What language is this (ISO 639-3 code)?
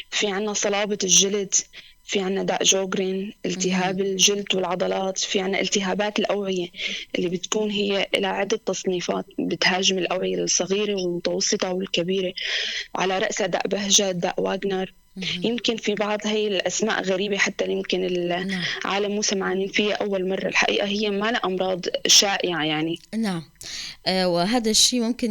apc